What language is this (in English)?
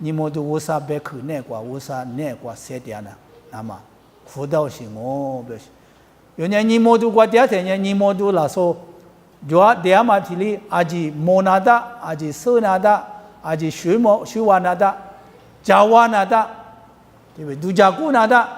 Lisu